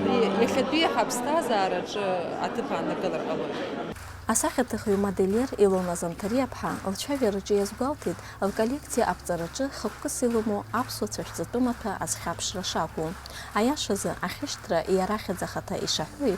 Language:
Abkhazian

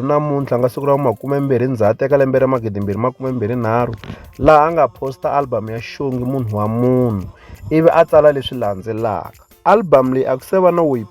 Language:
Tsonga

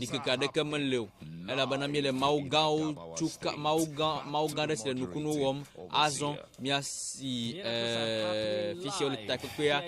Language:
Ewe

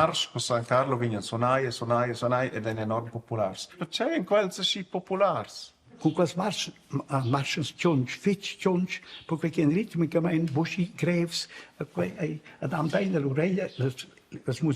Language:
Romansh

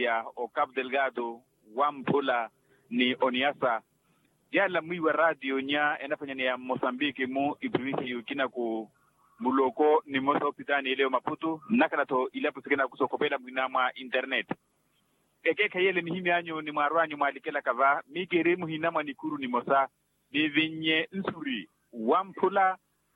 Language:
Makhuwa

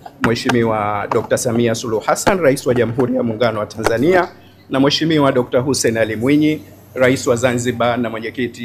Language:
Swahili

